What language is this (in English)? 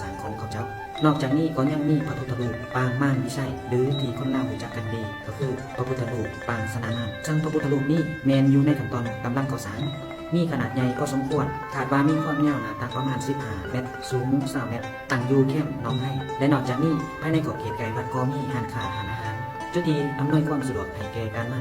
Lao